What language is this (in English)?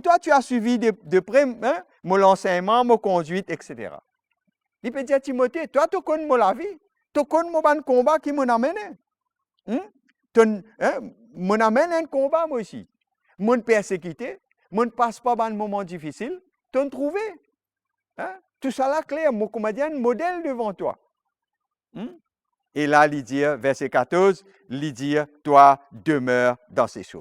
Morisyen